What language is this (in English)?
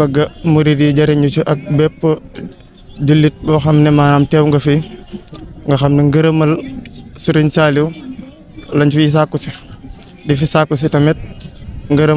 Wolof